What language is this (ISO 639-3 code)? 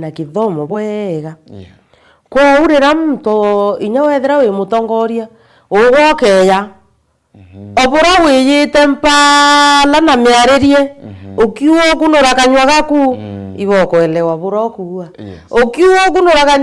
mer